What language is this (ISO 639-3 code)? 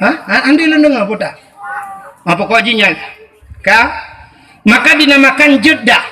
ace